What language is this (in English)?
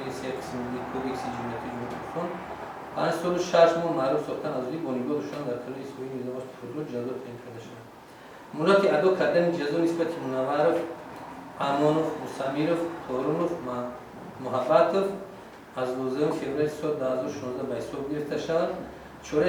Tajik